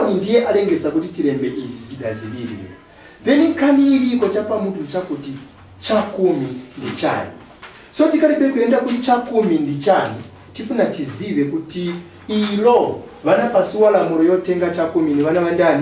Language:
Nyanja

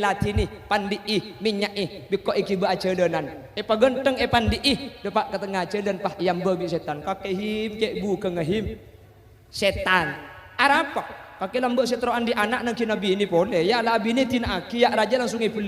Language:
Madurese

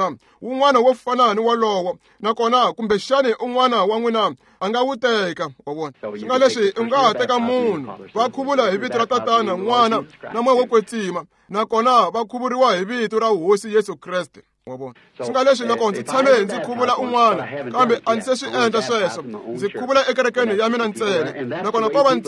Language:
Tsonga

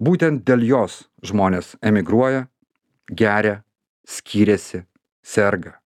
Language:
Lithuanian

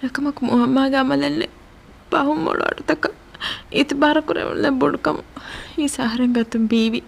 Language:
Divehi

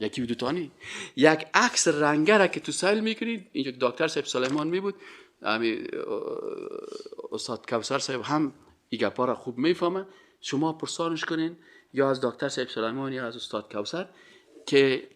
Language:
Persian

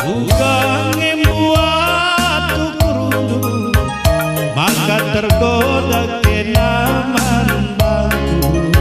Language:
Batak Karo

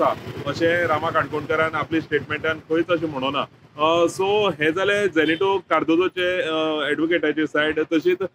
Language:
Konkani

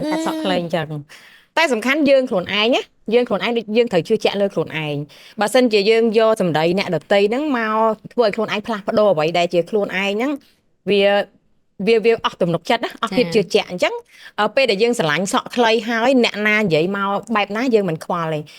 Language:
Khmer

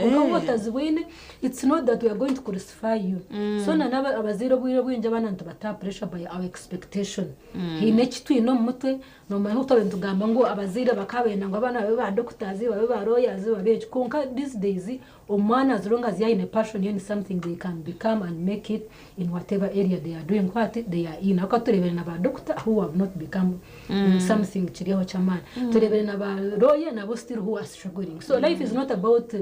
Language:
Nyankole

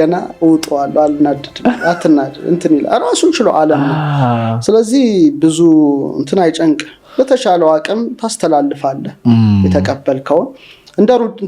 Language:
Amharic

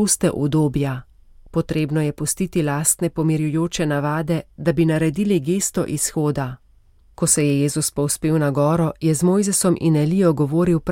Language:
Slovenian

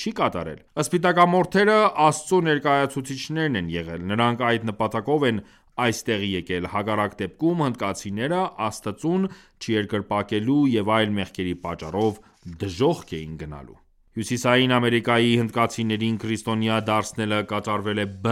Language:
Armenian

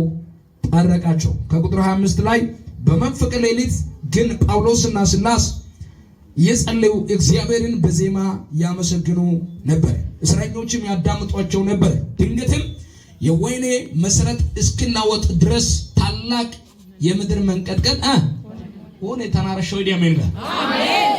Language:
Amharic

